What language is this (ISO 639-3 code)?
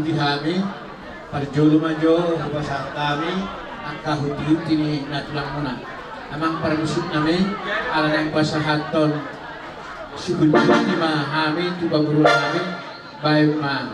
bbc